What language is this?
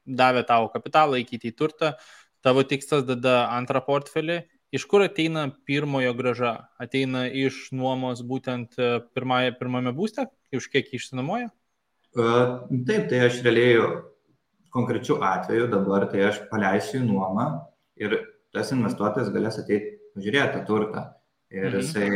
Lithuanian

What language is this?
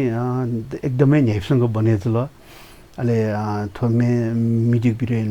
Newari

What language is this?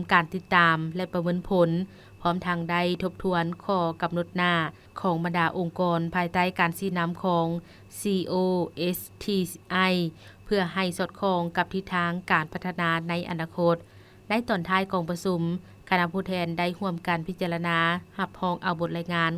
Lao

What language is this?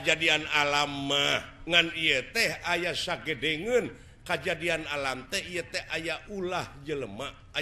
Sundanese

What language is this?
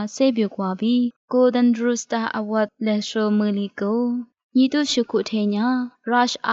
Lisu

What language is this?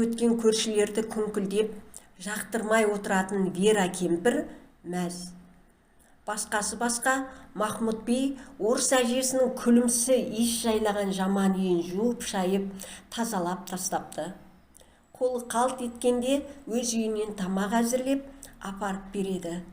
Kazakh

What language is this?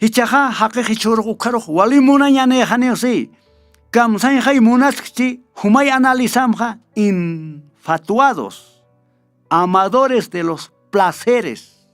Aymara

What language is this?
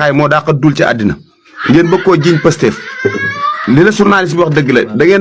Wolof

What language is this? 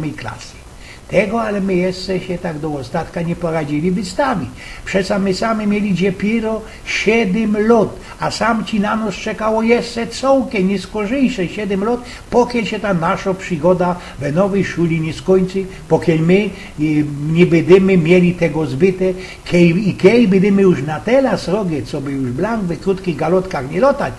Silesian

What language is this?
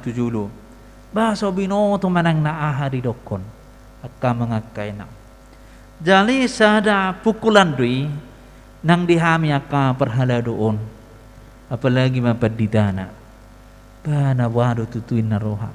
Batak Toba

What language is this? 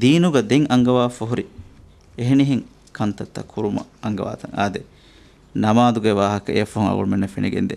Divehi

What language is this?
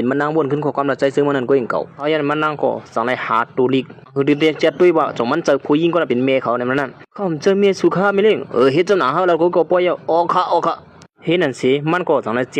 Shan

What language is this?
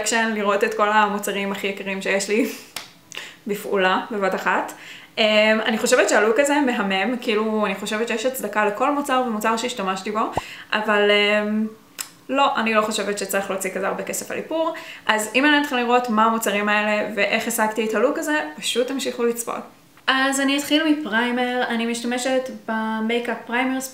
Hebrew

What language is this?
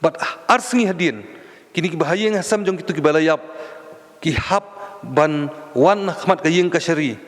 Khasi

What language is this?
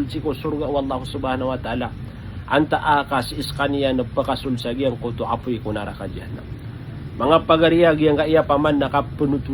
Maranao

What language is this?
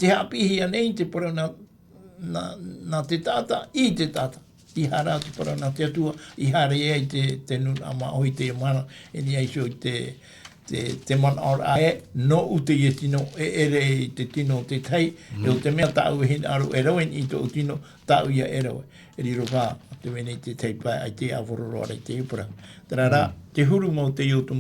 Tahitian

